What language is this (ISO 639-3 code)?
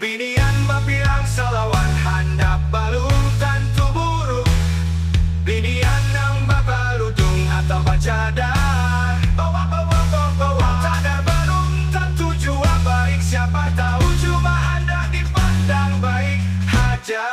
bjn